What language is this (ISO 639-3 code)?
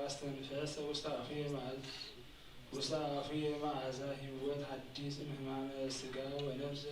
gez